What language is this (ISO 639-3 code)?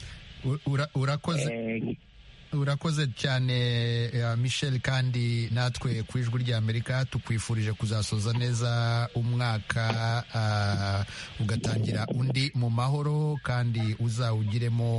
kin